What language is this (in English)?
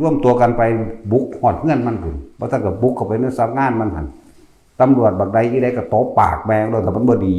Northeastern Thai